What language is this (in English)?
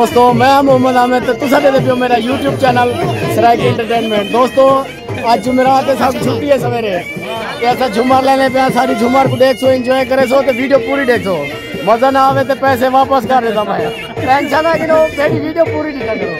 Saraiki